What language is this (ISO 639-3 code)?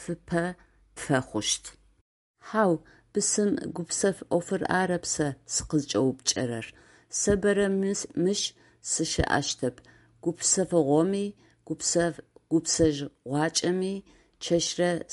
ady